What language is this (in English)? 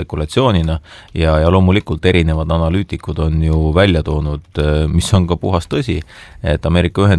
Estonian